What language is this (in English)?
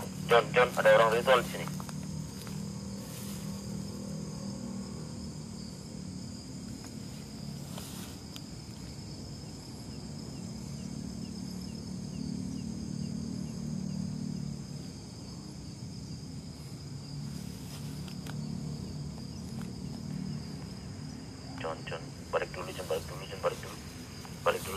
Indonesian